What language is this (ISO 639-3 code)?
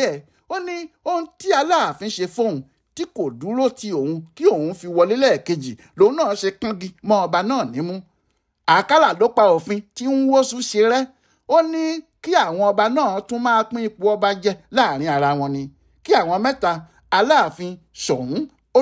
yor